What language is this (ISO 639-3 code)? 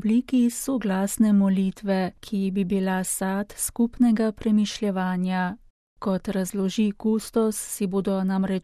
slv